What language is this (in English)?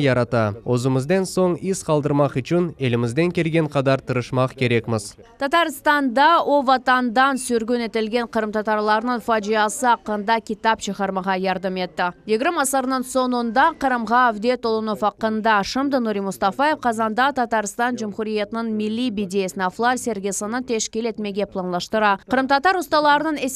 Crimean Tatar